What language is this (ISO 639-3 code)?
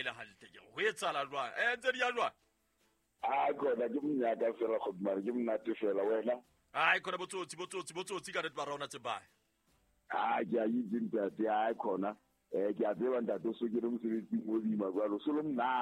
sot